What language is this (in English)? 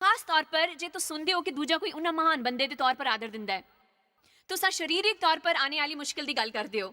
Dogri